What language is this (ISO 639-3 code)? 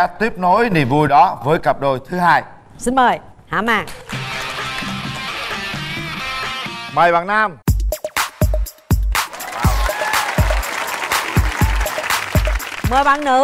vie